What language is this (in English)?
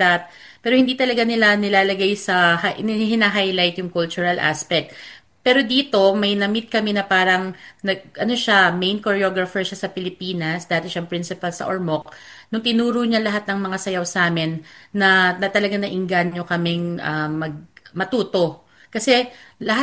Filipino